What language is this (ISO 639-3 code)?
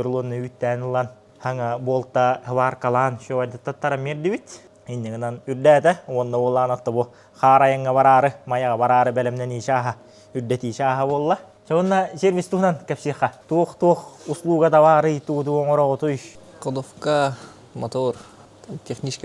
sah